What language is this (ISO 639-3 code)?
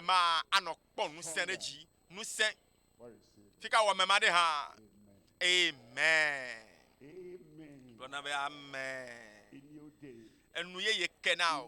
ewe